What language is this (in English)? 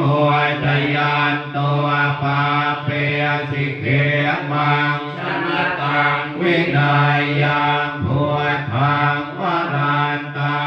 Pali